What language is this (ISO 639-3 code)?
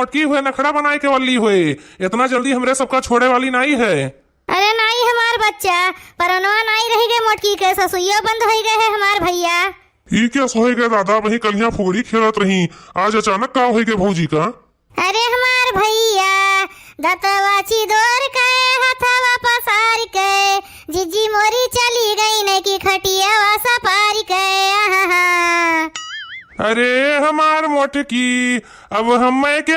awa